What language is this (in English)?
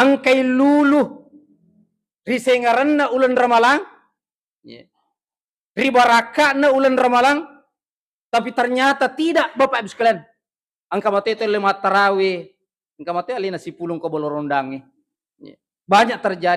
Buginese